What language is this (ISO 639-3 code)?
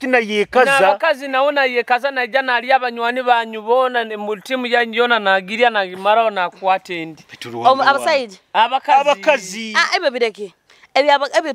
nyo